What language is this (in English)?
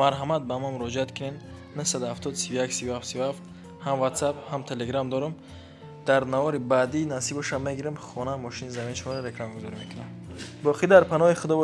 Tajik